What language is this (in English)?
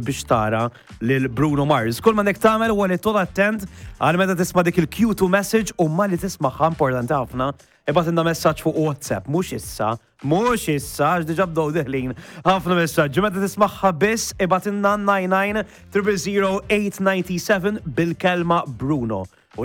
Maltese